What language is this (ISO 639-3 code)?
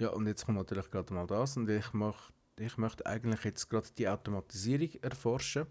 gsw